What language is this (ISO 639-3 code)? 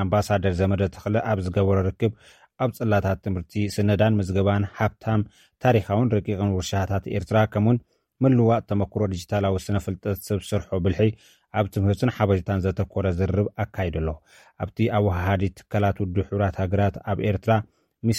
tir